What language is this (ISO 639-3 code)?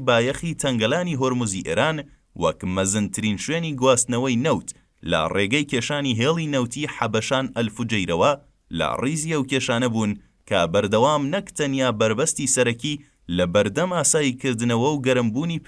ckb